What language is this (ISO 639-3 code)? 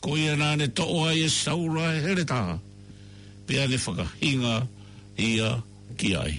ton